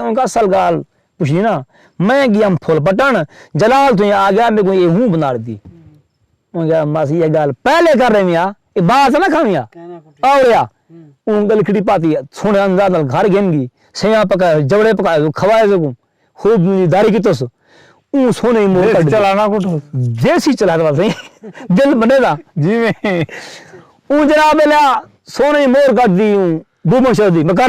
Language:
Saraiki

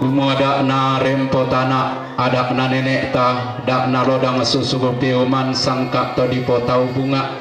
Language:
Toraja-Sa'dan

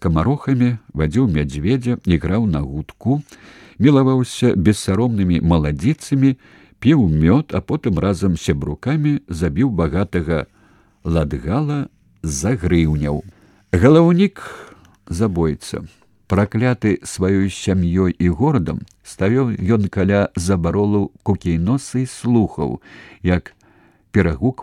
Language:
Belarusian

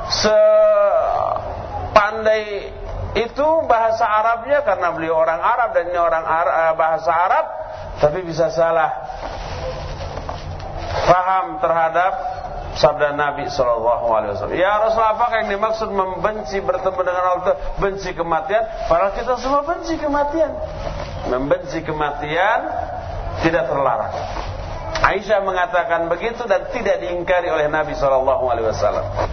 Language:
Indonesian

